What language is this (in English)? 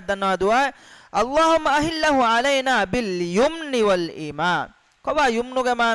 Divehi